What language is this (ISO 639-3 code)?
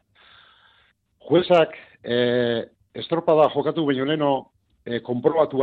eus